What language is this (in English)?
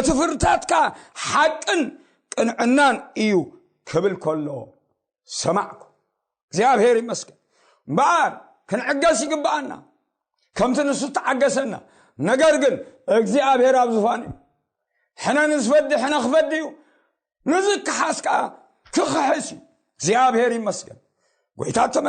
Tigrinya